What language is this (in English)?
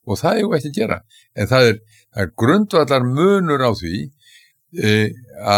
Icelandic